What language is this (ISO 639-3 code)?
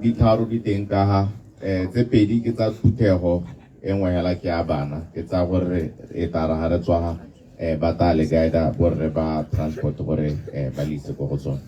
tsn